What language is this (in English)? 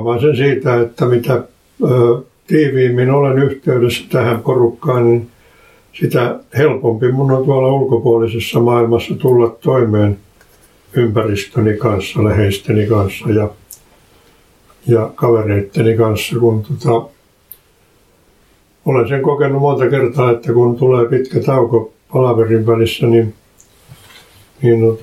Finnish